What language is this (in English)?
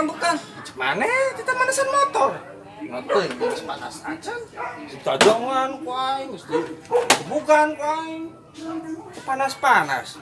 Sundanese